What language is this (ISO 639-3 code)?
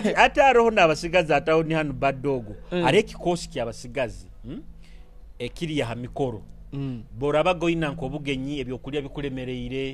nyo